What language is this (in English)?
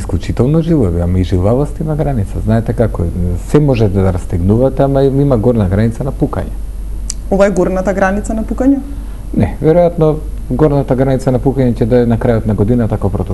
Macedonian